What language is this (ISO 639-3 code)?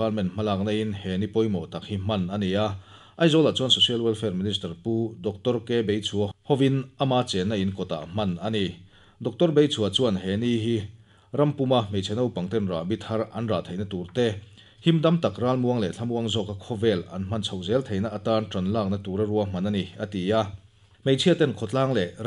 lus